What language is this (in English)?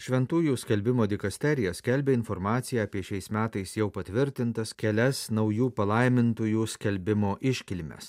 Lithuanian